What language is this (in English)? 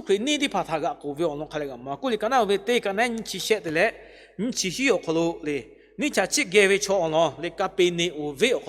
Lahu